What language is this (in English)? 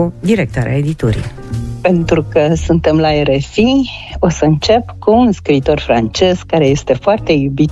Romanian